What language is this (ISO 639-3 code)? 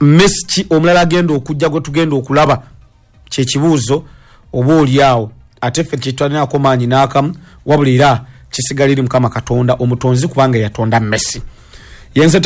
lug